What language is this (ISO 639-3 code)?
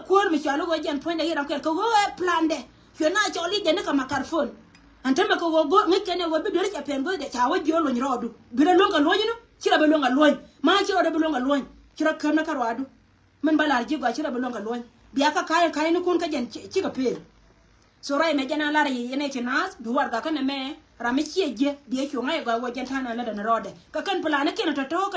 nus